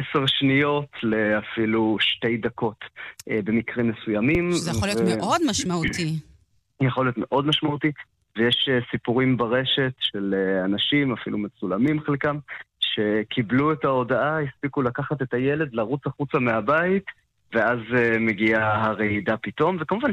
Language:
Hebrew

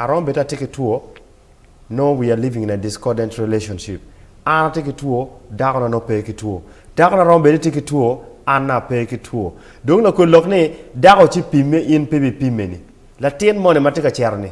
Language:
Acoli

